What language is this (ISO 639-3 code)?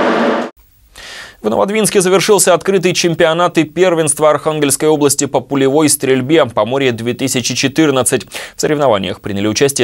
rus